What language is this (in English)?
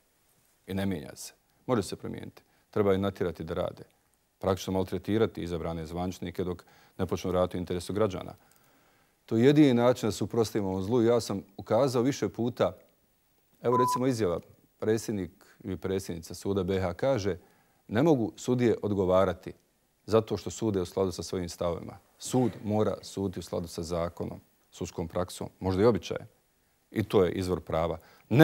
Bosnian